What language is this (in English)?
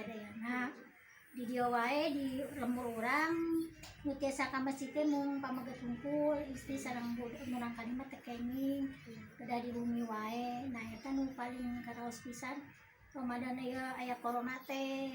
Sundanese